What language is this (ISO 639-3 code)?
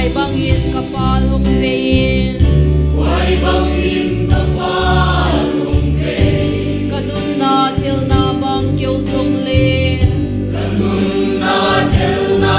pck